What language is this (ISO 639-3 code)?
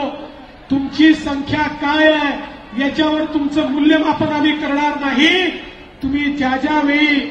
mar